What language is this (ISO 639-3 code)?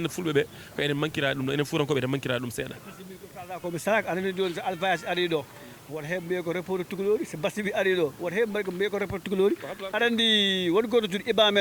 ful